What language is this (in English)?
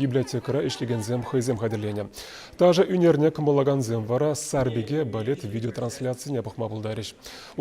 Chuvash